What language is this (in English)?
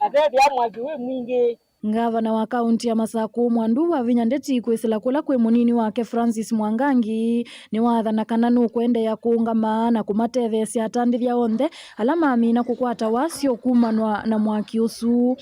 Kamba